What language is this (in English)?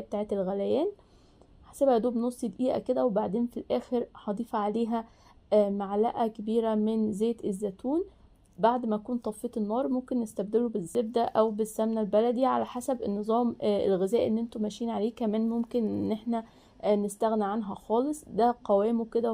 Egyptian Arabic